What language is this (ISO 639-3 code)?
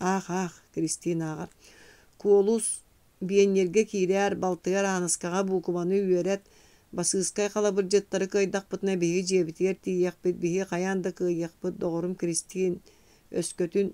sah